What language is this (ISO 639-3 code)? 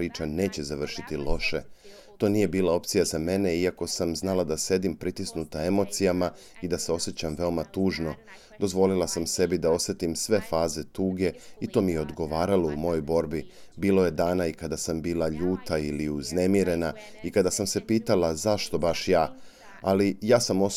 srp